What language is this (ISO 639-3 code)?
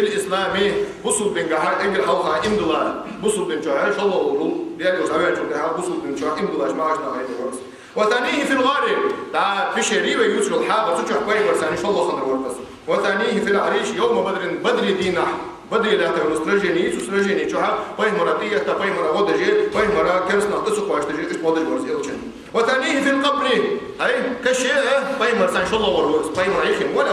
inh